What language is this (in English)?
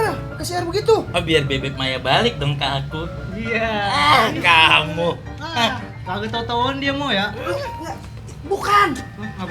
Betawi